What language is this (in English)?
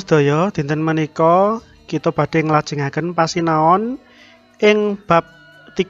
Javanese